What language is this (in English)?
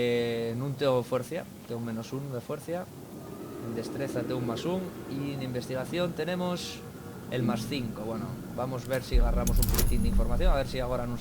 Asturian